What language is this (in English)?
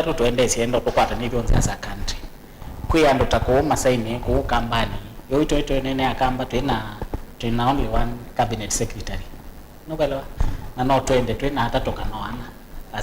Kamba